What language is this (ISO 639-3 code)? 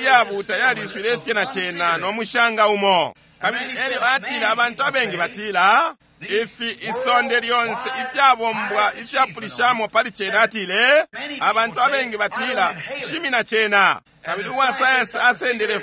bem